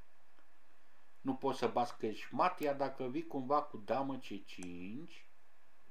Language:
Romanian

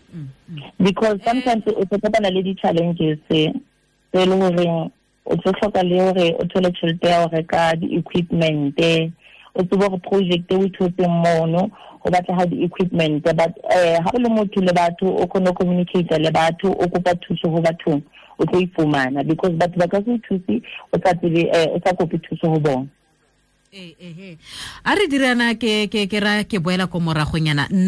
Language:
Tswana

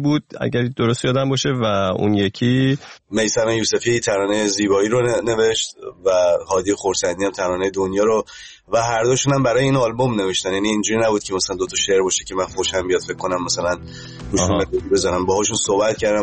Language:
Persian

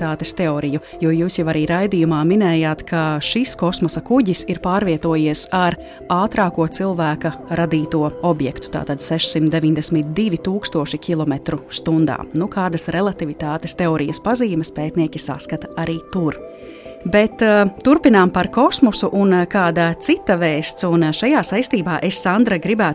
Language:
Latvian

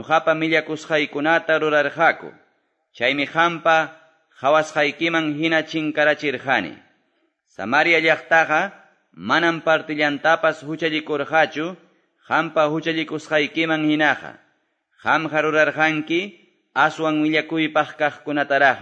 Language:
Quechua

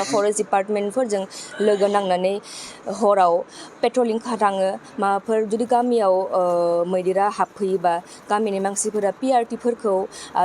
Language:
Bodo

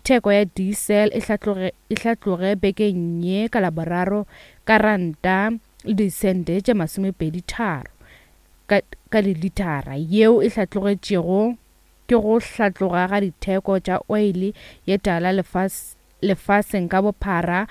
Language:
Northern Sotho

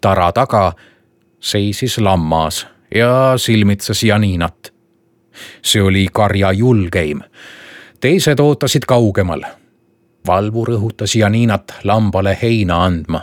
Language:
Estonian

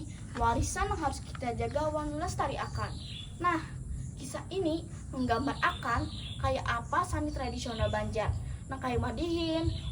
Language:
Banjar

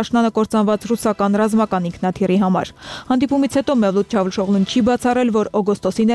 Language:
Armenian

